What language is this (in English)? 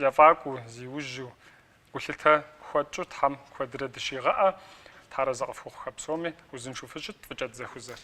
Kabardian